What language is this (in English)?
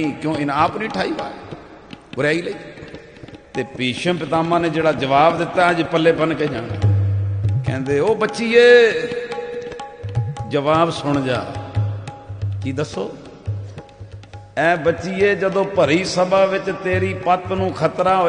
Punjabi